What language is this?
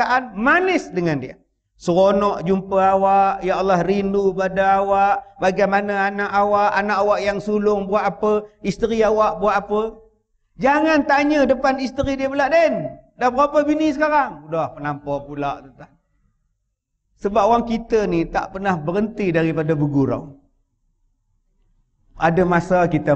Malay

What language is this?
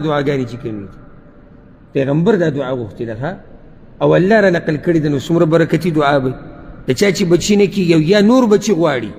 Pashto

